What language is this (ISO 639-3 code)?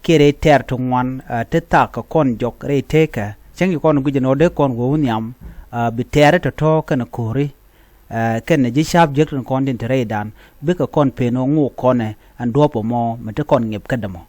nus